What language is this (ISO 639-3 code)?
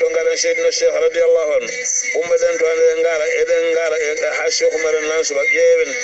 ful